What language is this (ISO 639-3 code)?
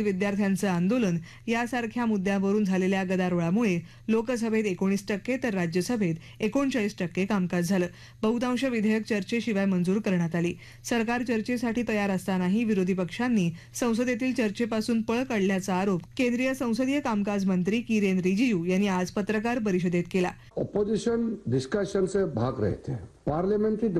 mar